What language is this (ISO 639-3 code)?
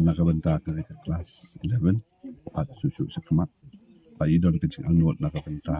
kha